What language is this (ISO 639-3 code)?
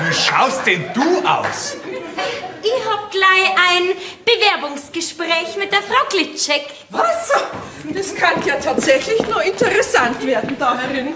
bar